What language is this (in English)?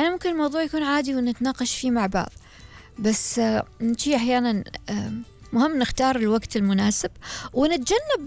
Gulf Arabic